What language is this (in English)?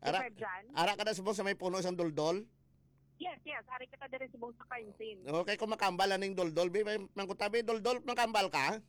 Hiligaynon